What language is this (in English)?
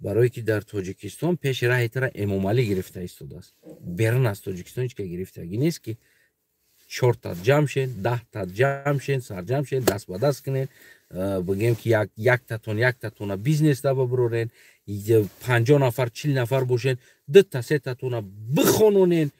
Tajik